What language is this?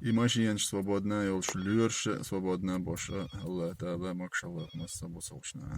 Chechen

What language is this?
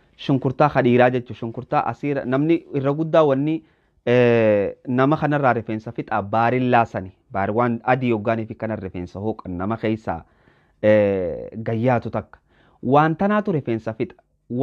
Oromo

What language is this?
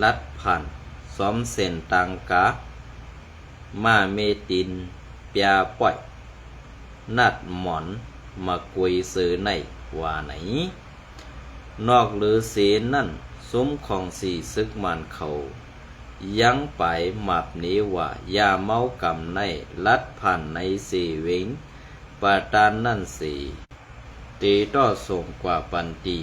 Shan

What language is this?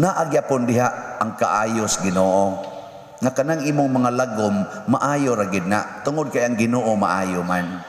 Cebuano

